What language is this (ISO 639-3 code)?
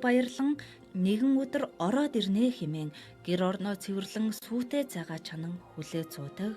mon